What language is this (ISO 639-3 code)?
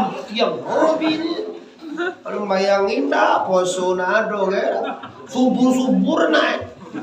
min